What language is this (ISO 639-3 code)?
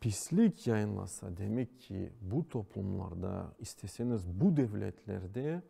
crh